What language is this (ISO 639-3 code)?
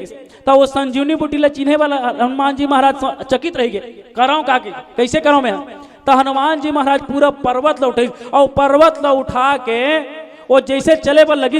hne